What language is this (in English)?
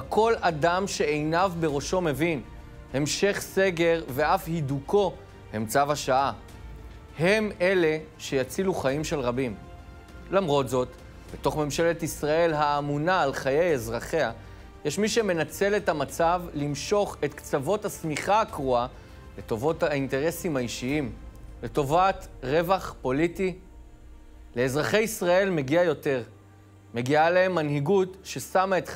Hebrew